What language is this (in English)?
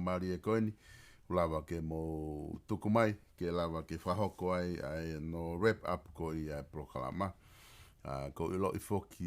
Tongan